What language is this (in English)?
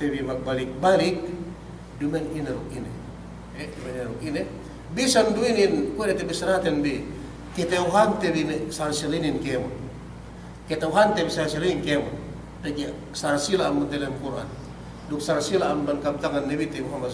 Yakan